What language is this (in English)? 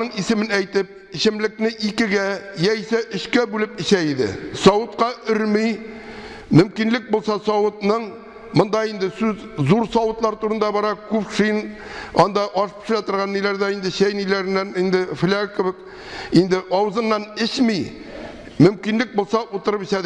Tatar